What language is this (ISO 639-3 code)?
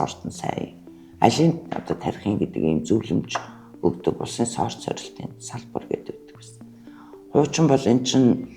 mon